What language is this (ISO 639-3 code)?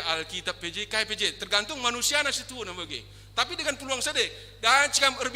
btx